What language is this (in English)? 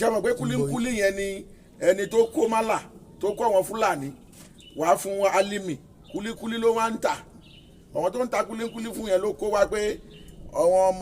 Yoruba